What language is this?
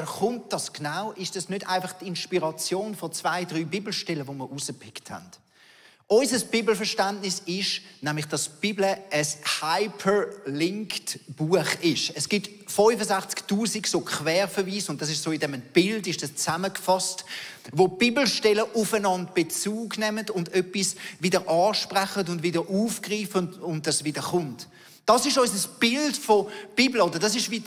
Swiss German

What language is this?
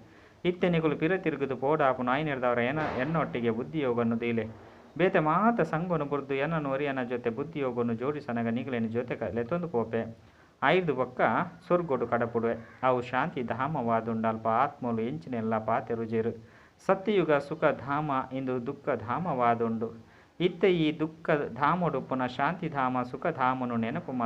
Tulu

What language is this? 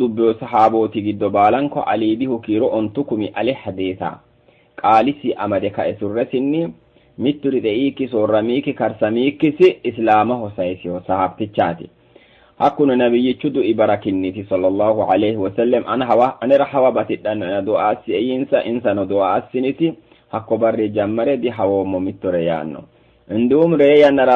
Sidamo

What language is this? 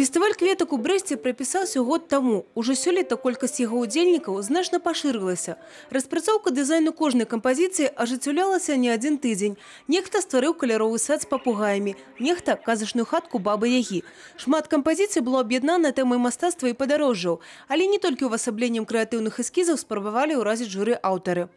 Belarusian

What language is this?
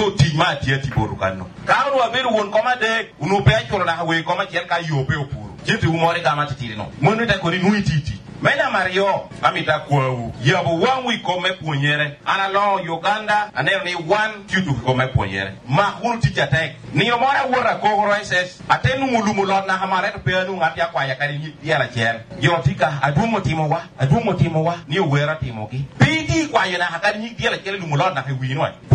Lango (Uganda)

